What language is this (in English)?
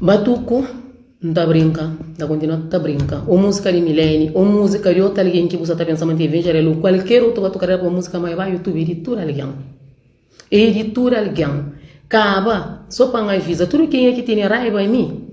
Kabuverdianu